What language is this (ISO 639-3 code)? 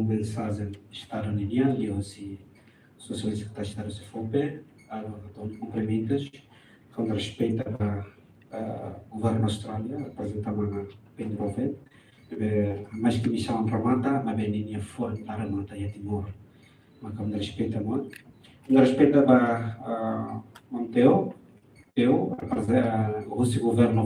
tet